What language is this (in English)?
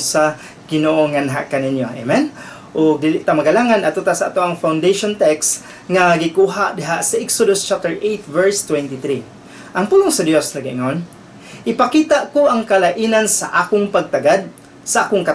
Cebuano